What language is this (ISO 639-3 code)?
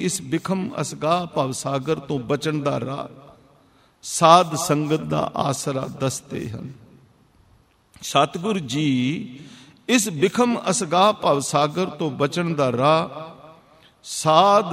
pan